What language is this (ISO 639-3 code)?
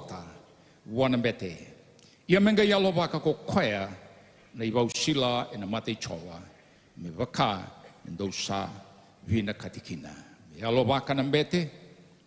fij